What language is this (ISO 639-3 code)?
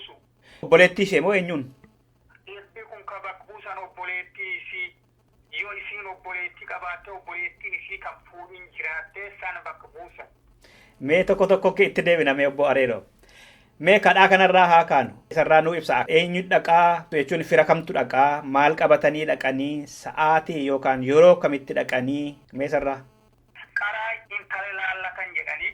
orm